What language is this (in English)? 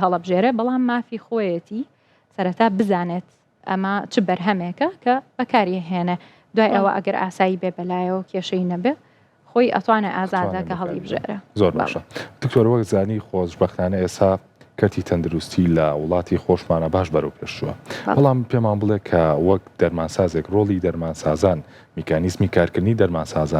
Central Kurdish